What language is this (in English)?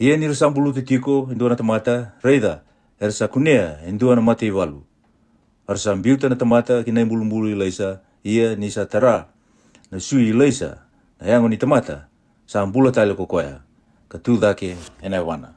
Fijian